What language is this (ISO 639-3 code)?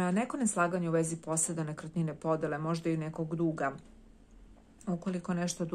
srp